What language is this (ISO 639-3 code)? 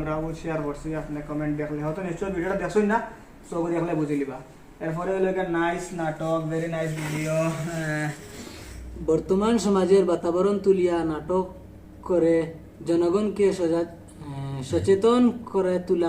syl